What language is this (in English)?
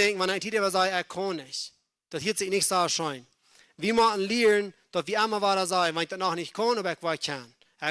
Plautdietsch